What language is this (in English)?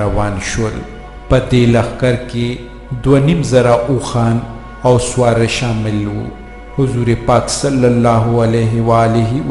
Pashto